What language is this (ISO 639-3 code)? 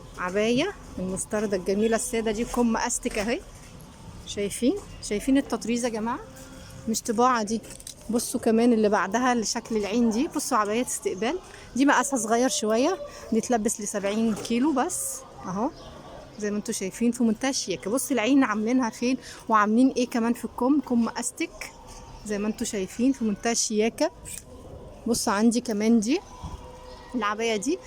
arz